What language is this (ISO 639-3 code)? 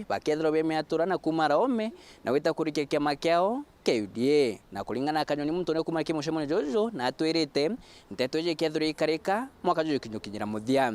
mer